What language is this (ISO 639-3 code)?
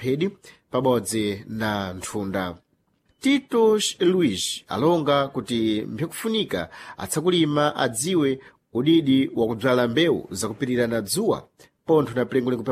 seh